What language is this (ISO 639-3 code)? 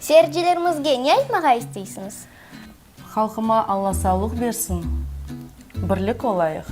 crh